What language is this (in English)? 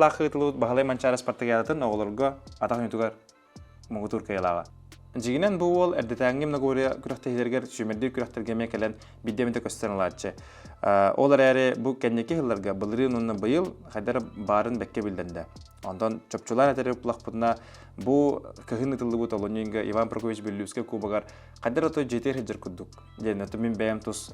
Yakut